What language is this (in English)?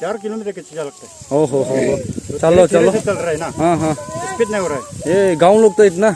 Naga Pidgin